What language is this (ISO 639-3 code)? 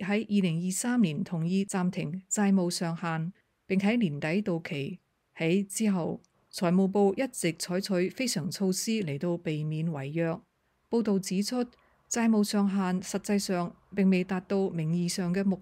yue